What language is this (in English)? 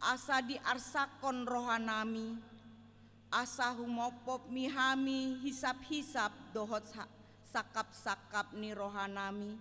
Batak Toba